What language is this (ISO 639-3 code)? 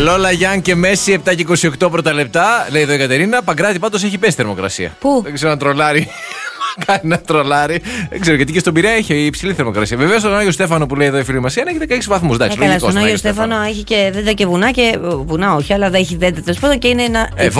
ell